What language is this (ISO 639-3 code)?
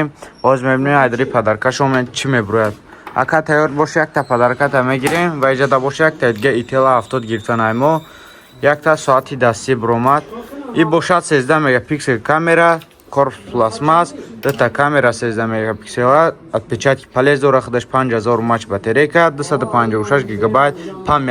tgk